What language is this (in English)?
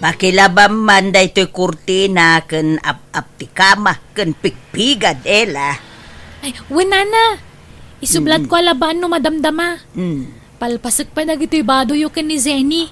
Iloko